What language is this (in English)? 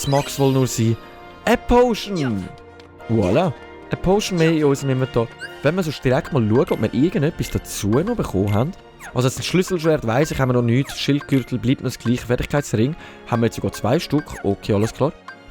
Swiss German